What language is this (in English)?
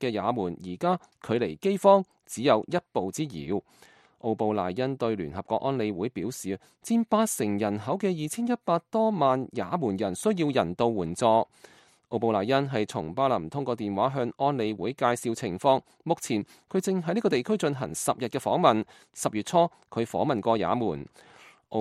Cantonese